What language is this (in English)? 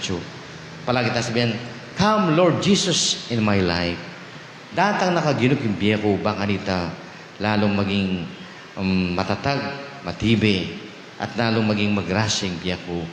Pampanga